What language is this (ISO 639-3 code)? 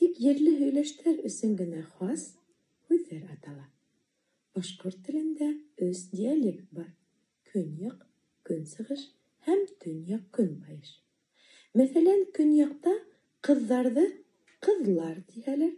bak